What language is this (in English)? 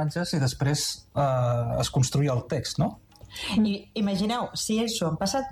Catalan